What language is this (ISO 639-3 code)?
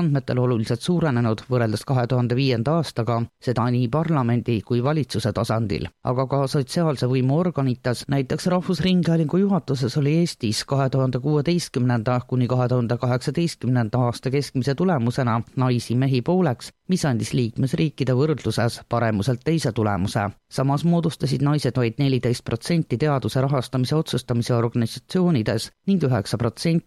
est